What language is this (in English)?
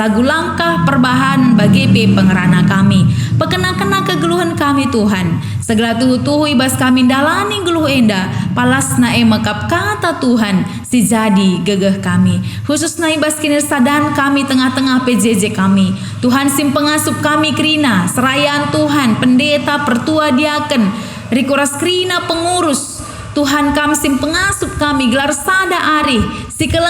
Batak Karo